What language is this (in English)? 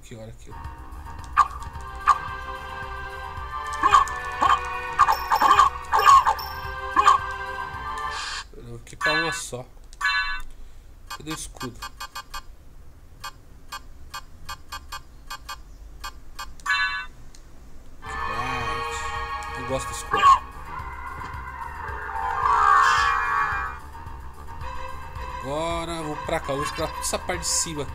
Portuguese